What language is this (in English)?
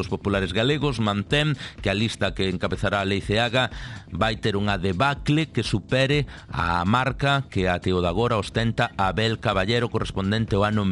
Galician